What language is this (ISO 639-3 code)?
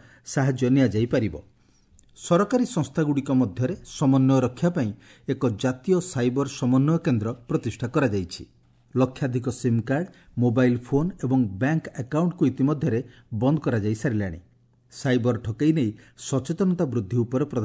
ori